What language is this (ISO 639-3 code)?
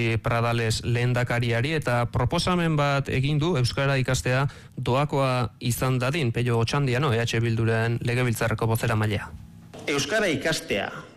eus